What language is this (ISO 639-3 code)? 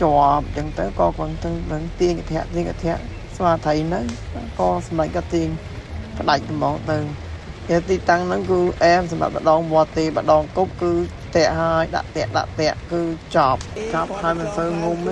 khm